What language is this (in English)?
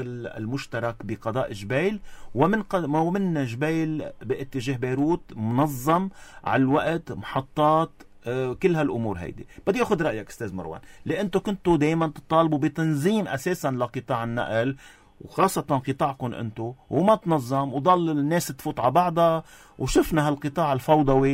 North Levantine Arabic